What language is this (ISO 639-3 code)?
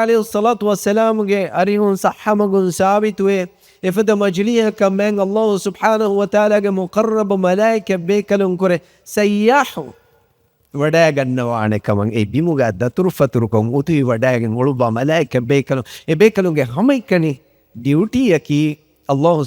div